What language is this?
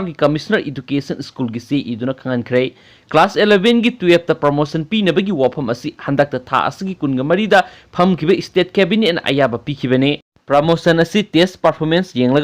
Manipuri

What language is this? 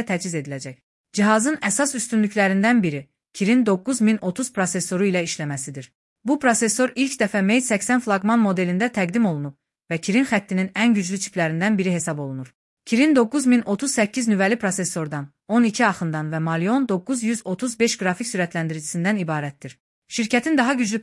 Azerbaijani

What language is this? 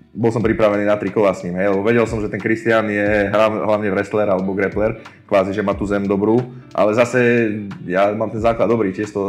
Slovak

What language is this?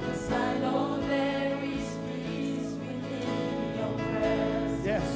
Fijian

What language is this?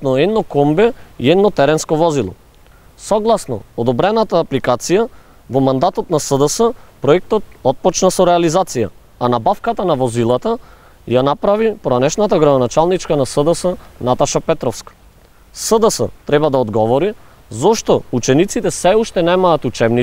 Macedonian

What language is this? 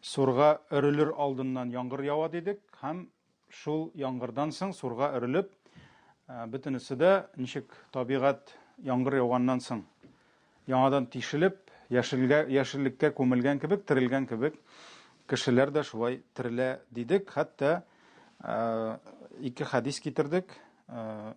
Tatar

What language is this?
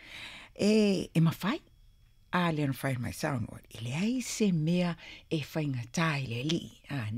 Samoan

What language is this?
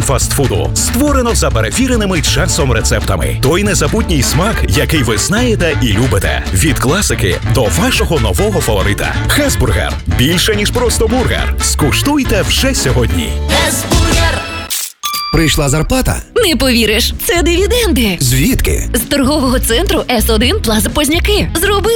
Ukrainian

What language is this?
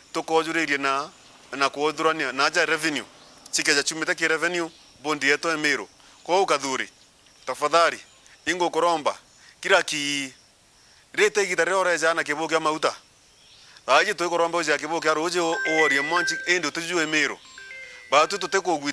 Meru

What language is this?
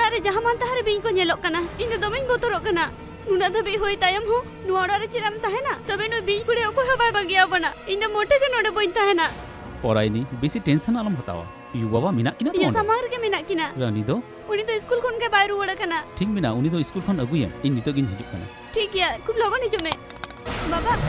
Santali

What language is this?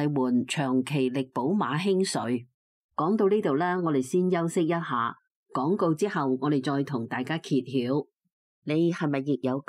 Cantonese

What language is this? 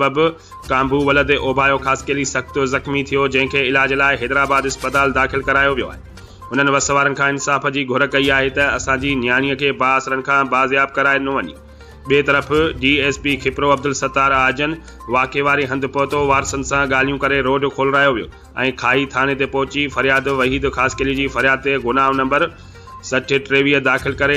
Sindhi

